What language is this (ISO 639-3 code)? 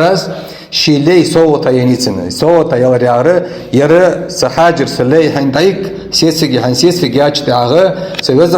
inh